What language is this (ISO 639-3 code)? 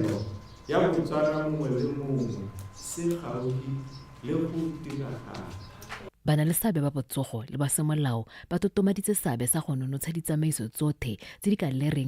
tsn